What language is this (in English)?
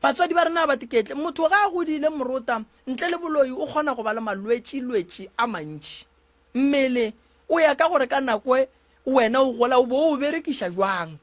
Northern Sotho